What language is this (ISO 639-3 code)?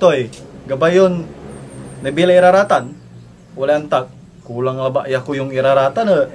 pag